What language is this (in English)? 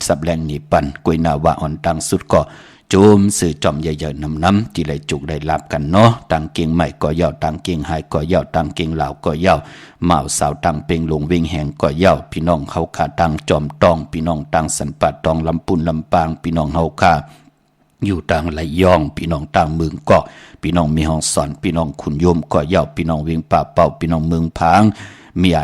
Shan